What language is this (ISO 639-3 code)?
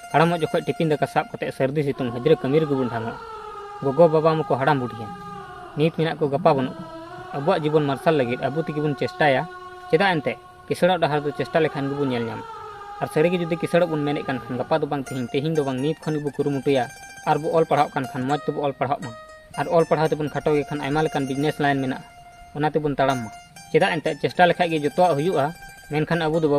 sat